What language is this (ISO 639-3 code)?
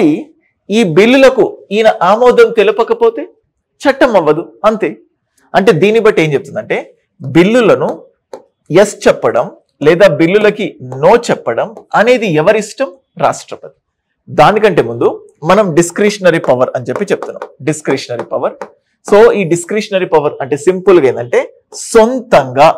tel